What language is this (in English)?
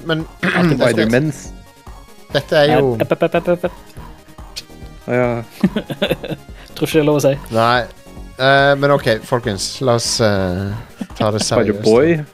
Norwegian